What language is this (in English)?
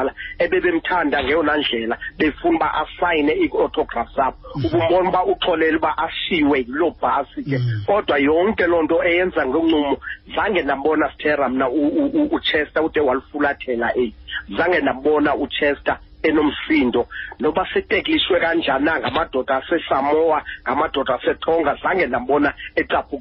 Xhosa